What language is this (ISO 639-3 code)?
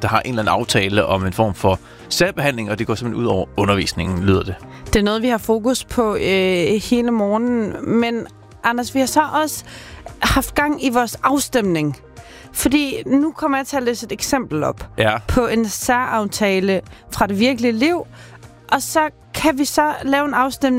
dan